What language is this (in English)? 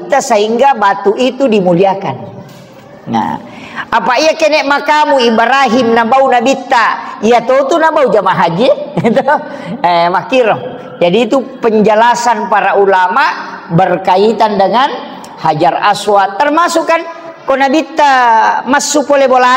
Buginese